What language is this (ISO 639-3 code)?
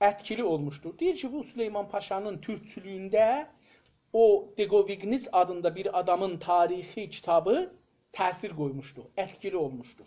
azb